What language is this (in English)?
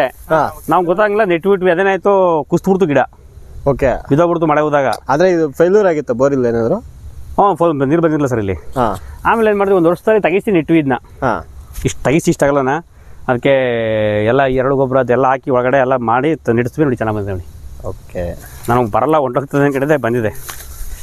Kannada